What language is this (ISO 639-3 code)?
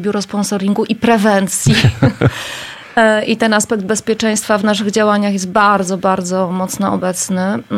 pol